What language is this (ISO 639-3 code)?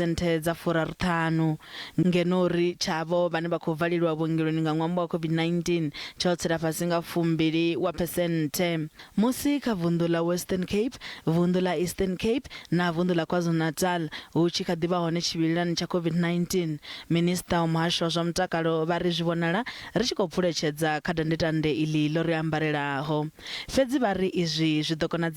ven